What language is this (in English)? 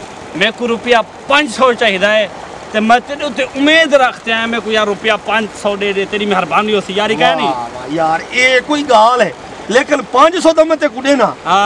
Saraiki